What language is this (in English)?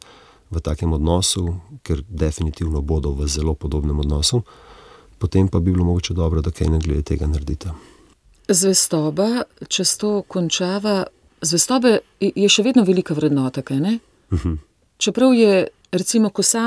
Slovenian